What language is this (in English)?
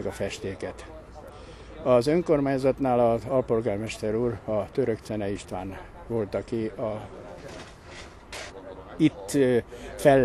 Hungarian